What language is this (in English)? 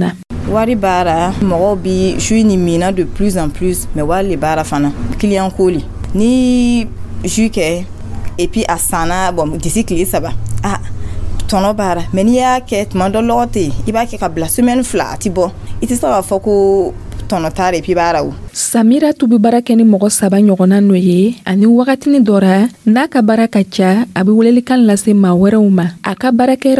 Dyula